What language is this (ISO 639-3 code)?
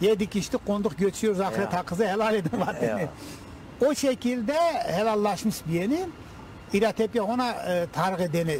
zza